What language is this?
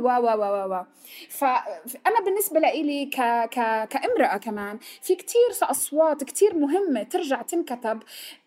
North Levantine Arabic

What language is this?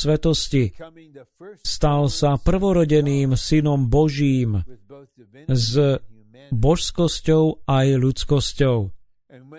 Slovak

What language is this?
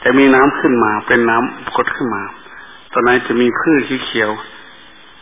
Thai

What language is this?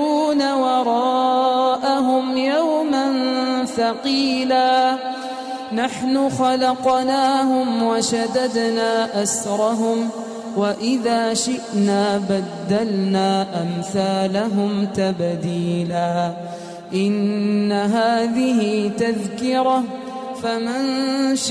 Arabic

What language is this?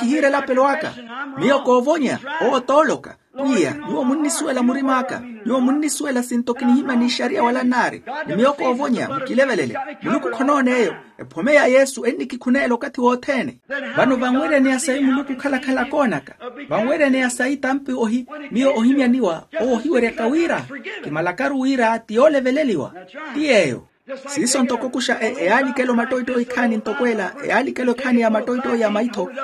Makhuwa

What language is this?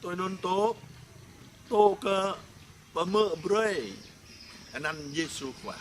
Jarai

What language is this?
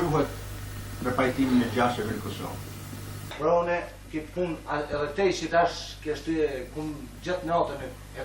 Albanian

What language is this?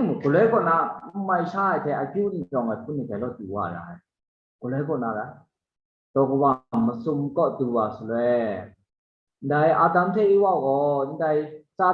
Kachin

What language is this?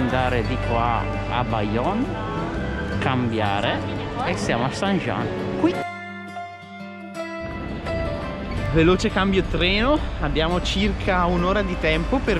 Italian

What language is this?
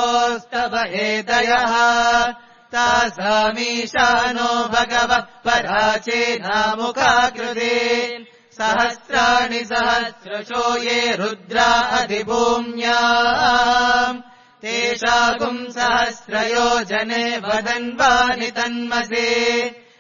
Sanskrit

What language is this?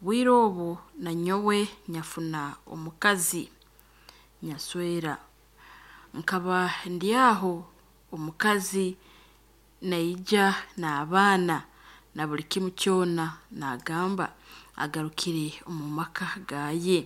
Nyankole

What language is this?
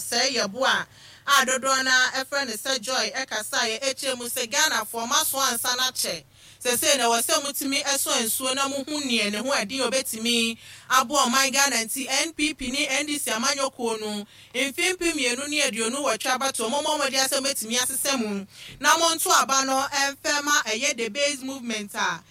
Akan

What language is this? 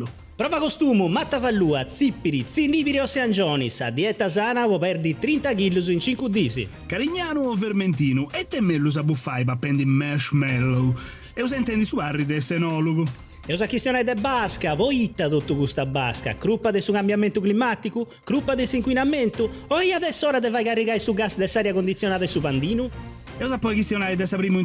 Sardinian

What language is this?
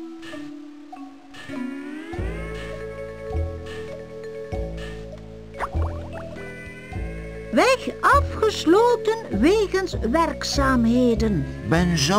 Dutch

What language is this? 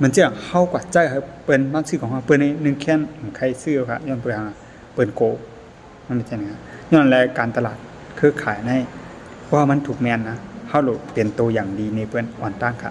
Shan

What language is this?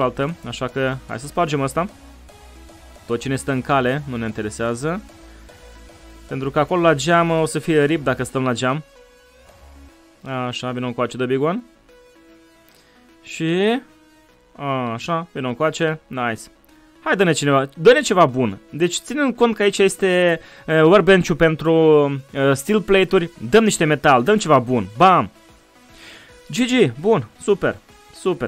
Romanian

